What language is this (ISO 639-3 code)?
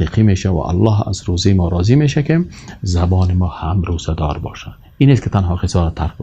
fas